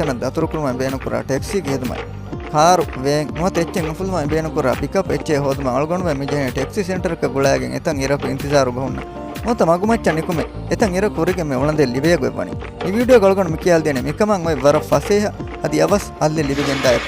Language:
Divehi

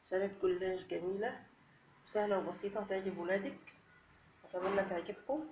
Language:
Egyptian Arabic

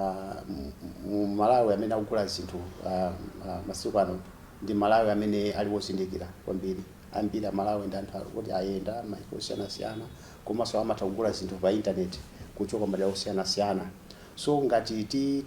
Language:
Nyanja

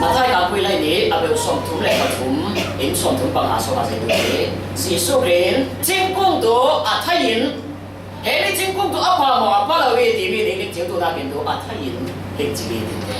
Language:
Falam Chin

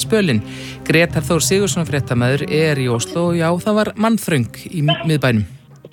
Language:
Icelandic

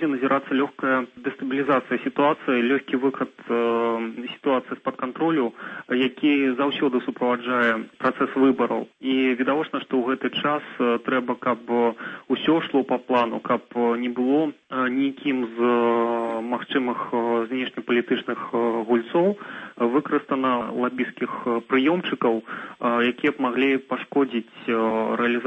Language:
Belarusian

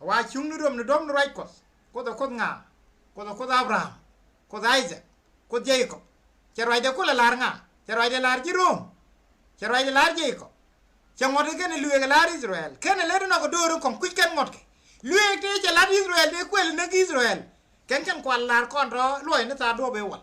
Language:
Nuer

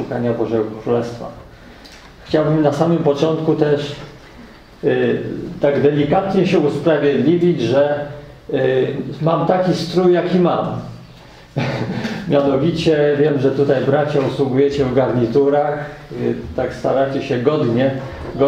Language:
Polish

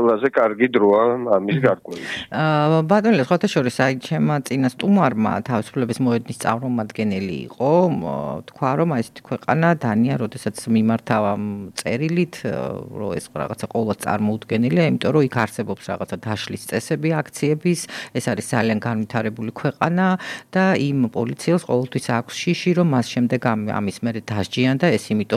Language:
Georgian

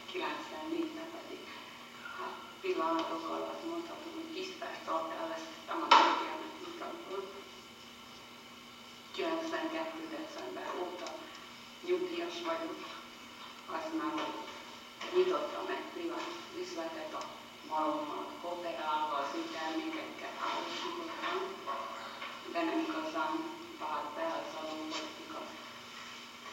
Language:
Hungarian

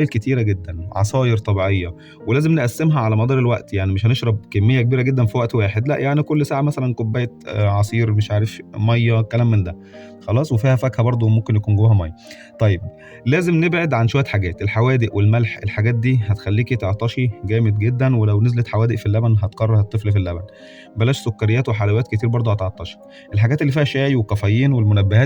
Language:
Egyptian Arabic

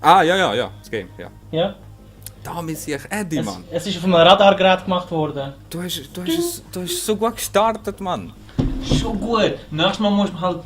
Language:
Swiss German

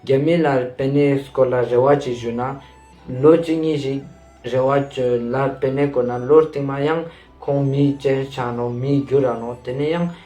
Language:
Ladakhi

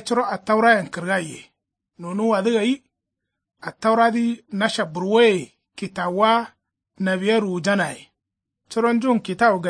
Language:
Kanuri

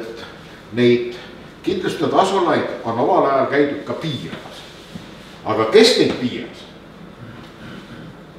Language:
Estonian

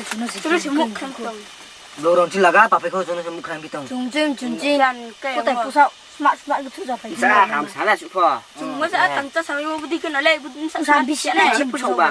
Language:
Riang (India)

